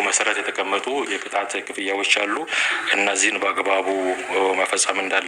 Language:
Amharic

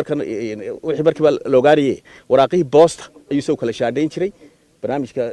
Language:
Somali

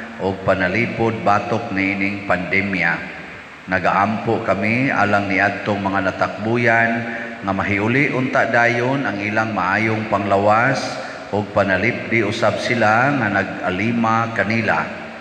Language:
Cebuano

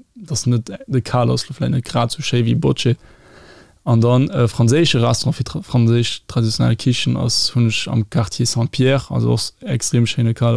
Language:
Luxembourgish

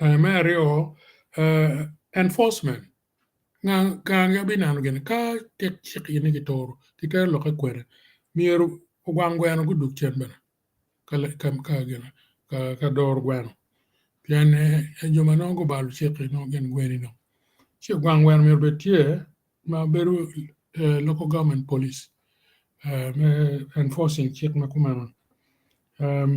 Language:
Acoli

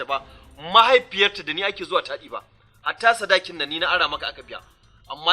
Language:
Hausa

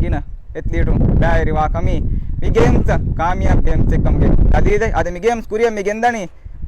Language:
Divehi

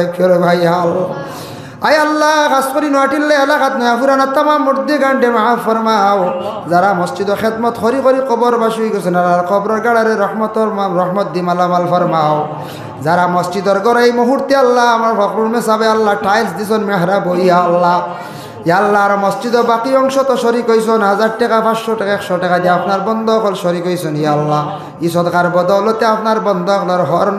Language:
Sylheti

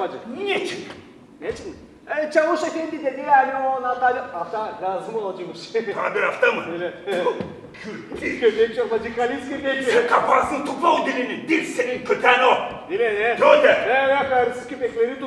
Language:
Gagauz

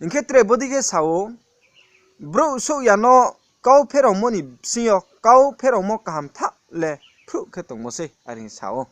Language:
Riang (India)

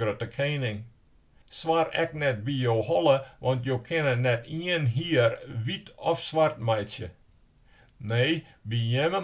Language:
Western Frisian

